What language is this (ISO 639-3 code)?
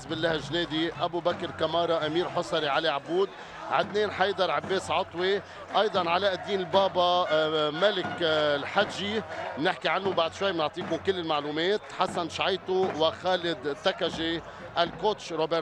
apc